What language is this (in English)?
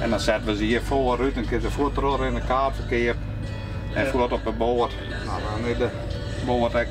Western Frisian